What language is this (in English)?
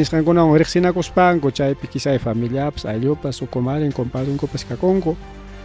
Ayacucho Quechua